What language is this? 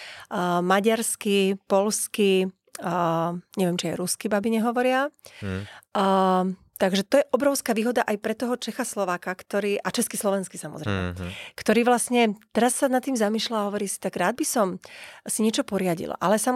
Slovak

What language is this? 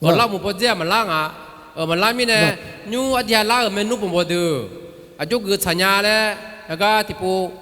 Akha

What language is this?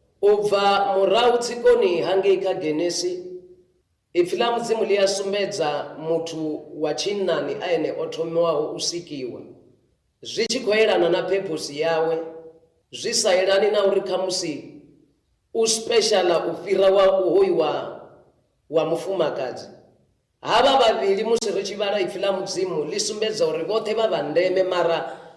Venda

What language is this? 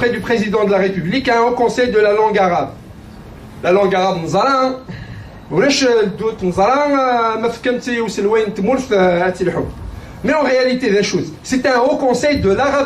Kabyle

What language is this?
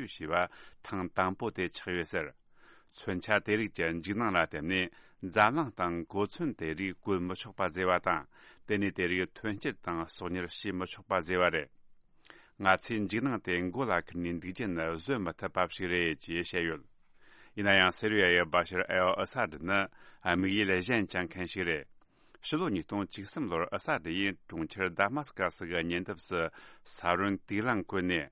Tibetan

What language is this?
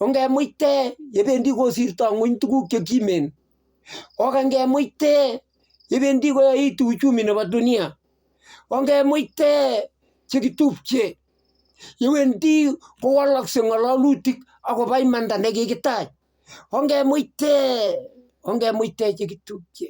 Kalenjin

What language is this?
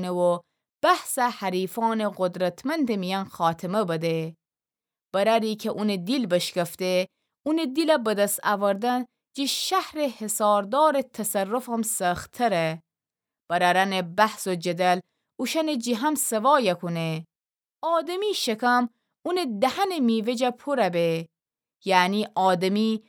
Gilaki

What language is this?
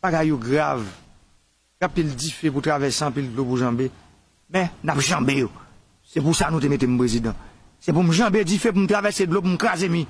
Haitian Creole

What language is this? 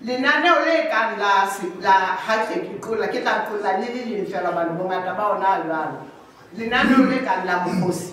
Southern Sotho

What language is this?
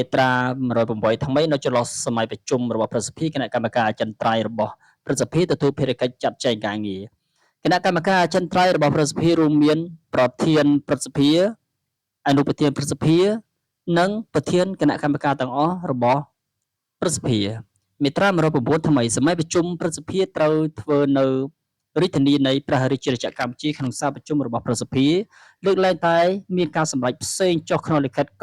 Khmer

